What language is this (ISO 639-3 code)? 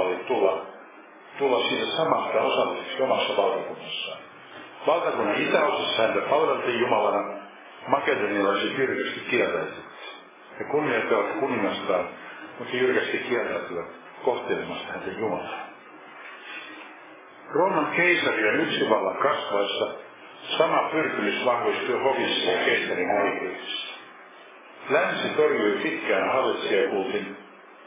fin